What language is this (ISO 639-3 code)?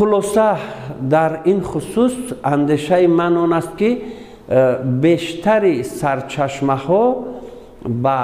tgk